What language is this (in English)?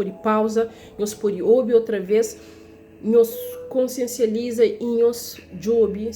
Kabuverdianu